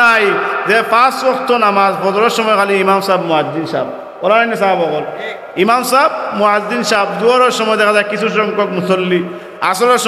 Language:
Sylheti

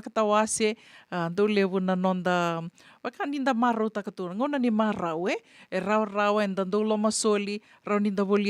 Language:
Fijian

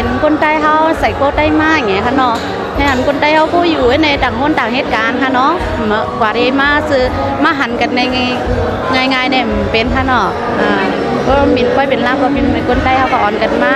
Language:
Shan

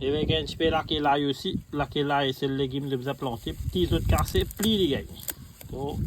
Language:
Morisyen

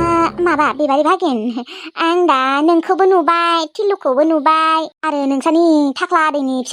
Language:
Bodo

